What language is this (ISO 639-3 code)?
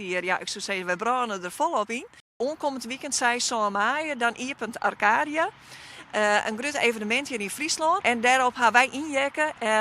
fry